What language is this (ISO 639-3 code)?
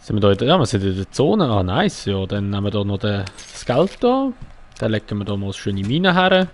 gsw